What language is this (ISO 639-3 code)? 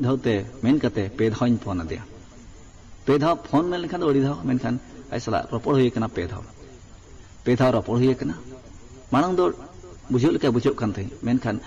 sat